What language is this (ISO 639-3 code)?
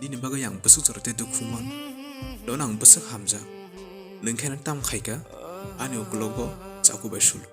trp